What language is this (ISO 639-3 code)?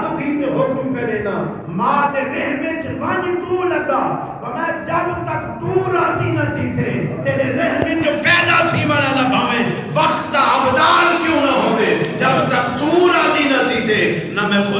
skr